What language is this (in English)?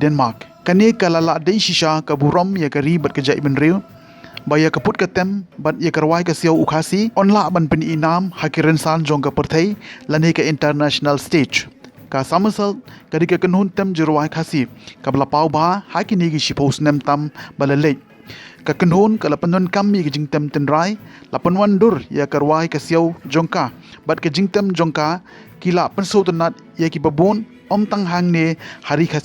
Khasi